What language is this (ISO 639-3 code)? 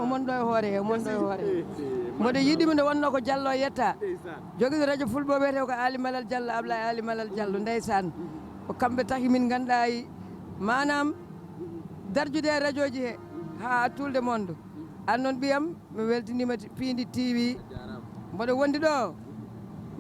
ful